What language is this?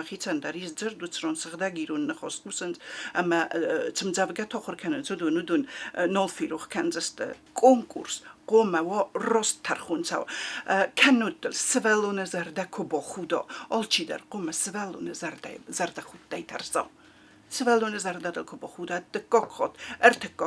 Ossetic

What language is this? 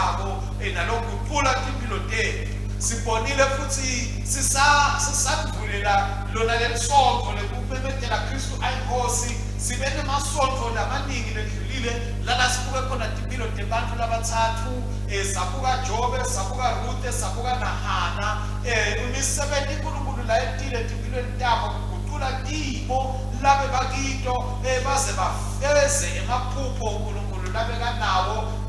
Swati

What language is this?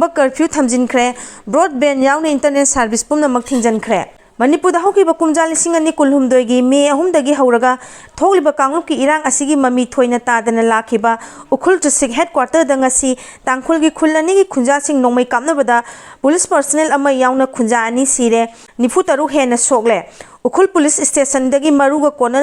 Manipuri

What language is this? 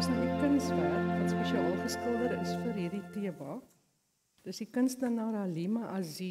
Afrikaans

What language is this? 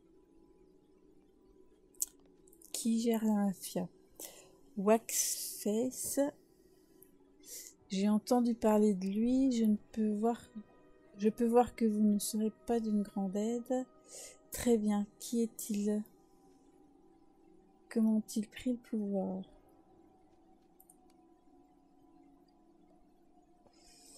French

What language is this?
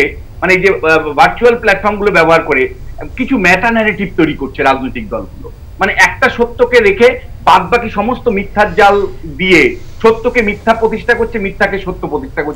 Bangla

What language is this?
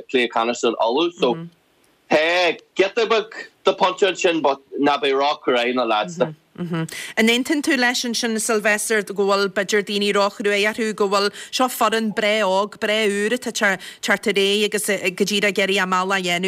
Irish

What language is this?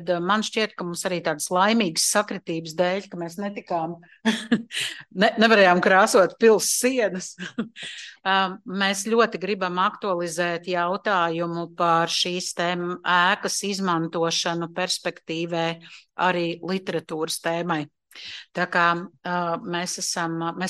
Latvian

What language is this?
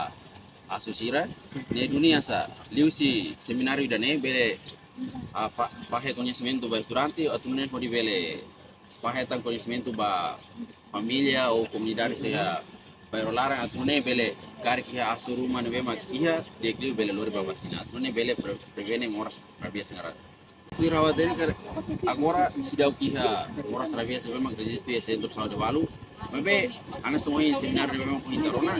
Tetum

